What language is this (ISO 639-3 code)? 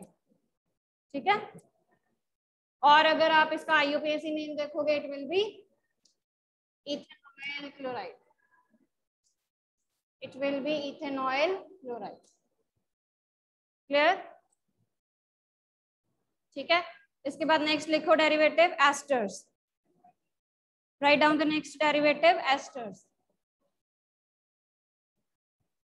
hin